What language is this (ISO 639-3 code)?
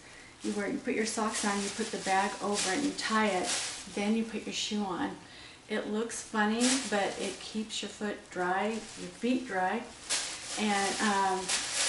eng